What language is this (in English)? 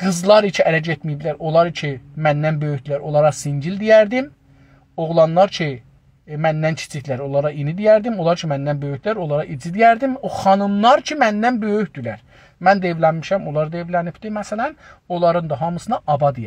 South Azerbaijani